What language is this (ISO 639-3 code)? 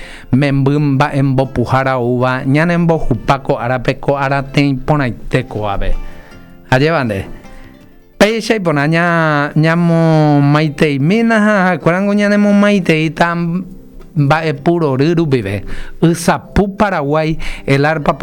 grn